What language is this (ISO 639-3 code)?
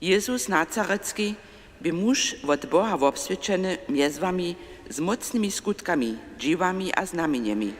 hsb